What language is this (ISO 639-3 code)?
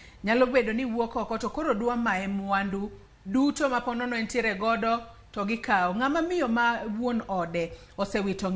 luo